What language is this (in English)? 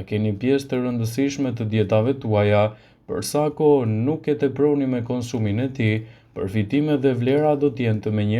Albanian